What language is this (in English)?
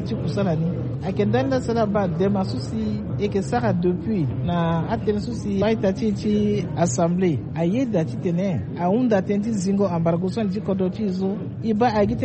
Sango